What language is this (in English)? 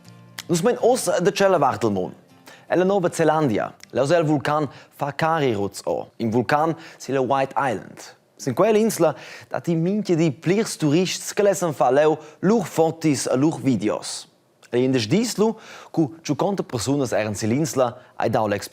Romansh